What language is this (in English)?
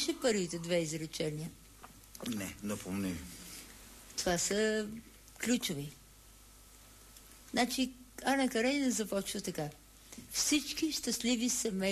Bulgarian